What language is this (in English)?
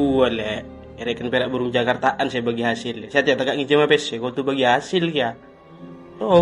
Madurese